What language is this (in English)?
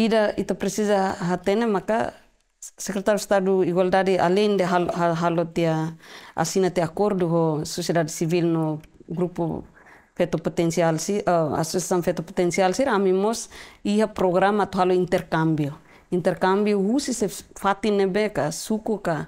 Tetum